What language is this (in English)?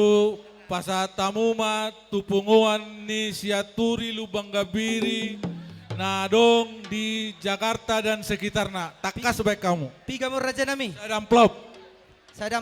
Batak Toba